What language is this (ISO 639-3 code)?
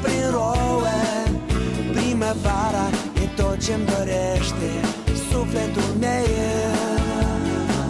ron